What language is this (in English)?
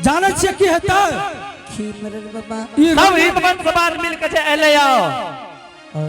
Angika